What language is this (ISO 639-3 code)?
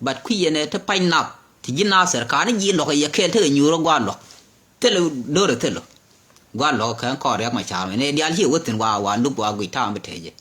nus